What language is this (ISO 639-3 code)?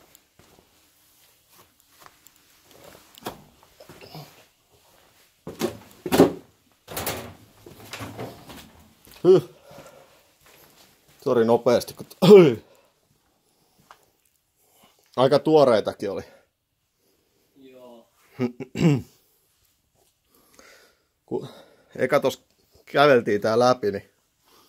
fin